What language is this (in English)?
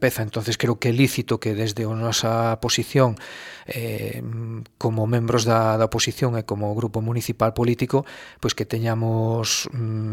Galician